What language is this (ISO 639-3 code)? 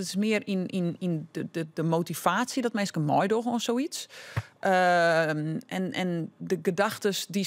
fry